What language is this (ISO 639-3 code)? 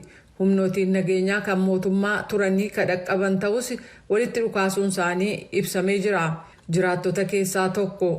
orm